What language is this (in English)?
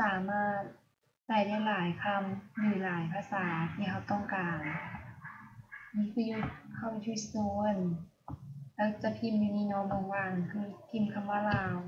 Lao